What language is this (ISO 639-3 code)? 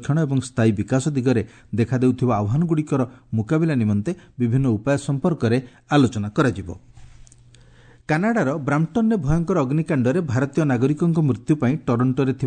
ori